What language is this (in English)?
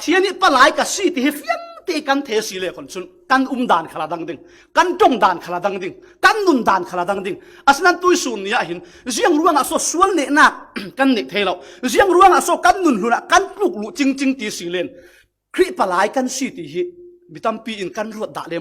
Falam Chin